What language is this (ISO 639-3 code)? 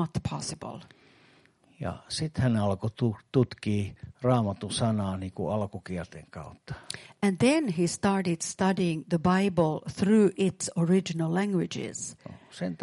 fin